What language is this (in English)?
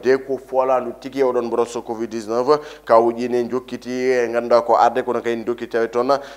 Fula